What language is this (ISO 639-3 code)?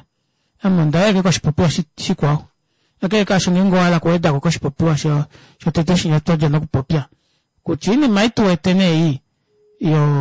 kua